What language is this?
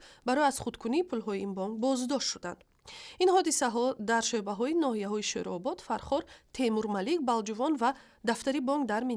Tajik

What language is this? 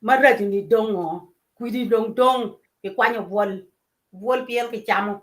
Acoli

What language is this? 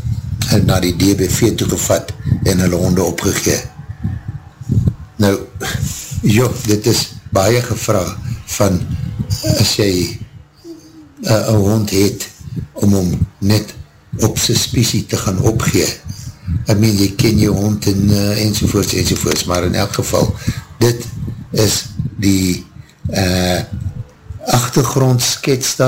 Afrikaans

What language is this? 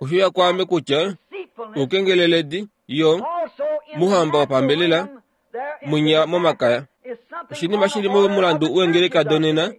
Kuanyama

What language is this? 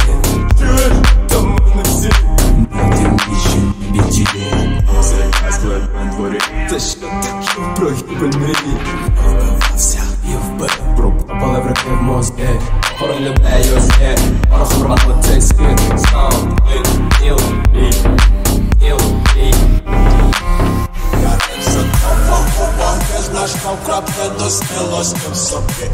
Ukrainian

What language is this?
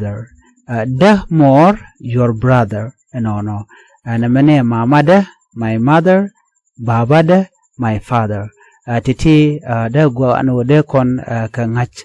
Nuer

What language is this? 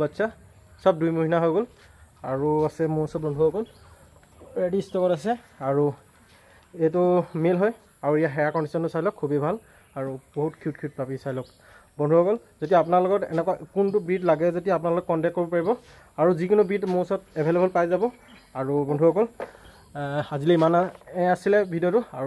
Assamese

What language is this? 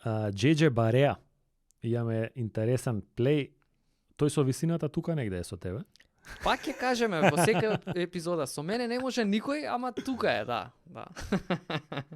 Macedonian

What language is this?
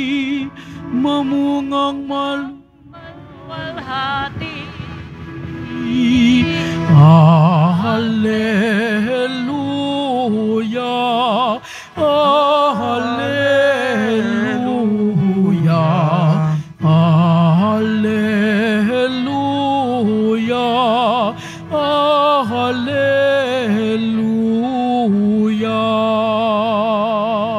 Filipino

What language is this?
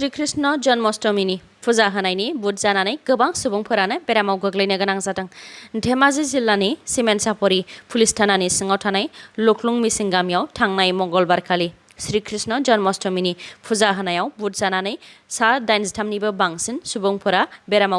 Bodo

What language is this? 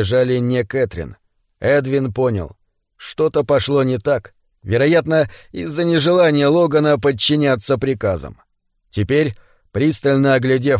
Russian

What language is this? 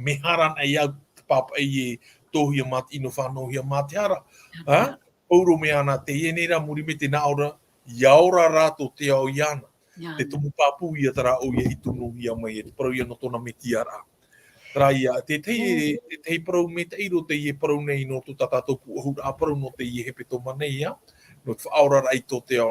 Tahitian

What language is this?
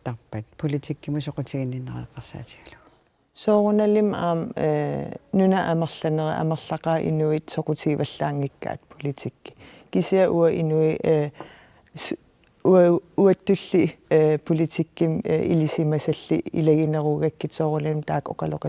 Kalaallisut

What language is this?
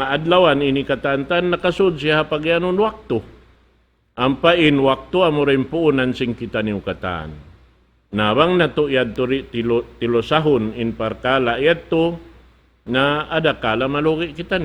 Tausug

